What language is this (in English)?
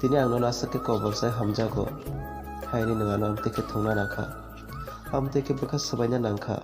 Kok Borok